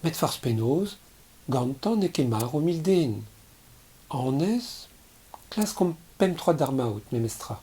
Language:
Breton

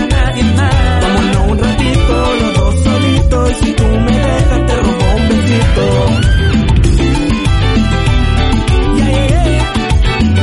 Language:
Spanish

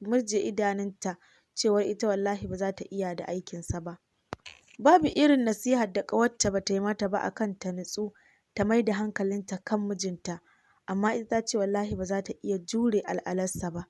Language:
Hausa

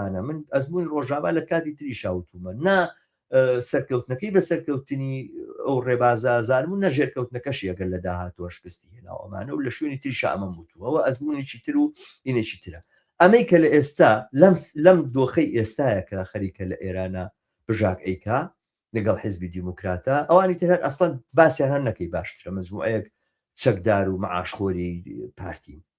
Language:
Central Kurdish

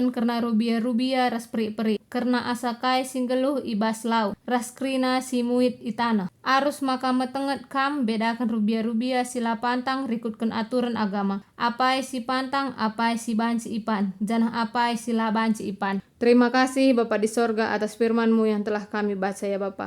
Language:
Batak Karo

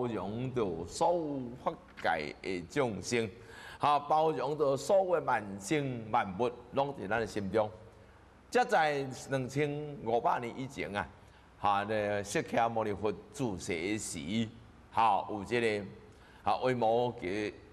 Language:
Min Nan Chinese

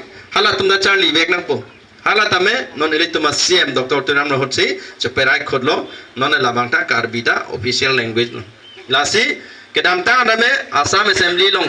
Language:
Karbi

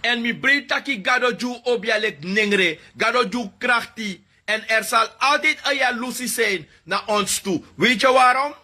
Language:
Sranan Tongo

